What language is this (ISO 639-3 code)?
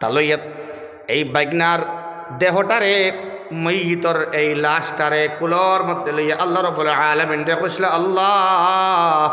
syl